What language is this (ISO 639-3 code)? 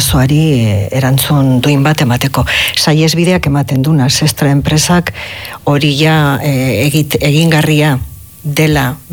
eus